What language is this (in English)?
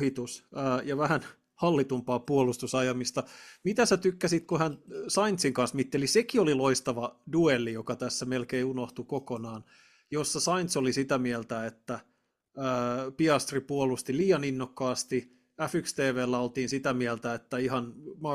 Finnish